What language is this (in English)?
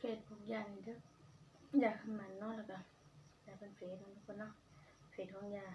Northeastern Thai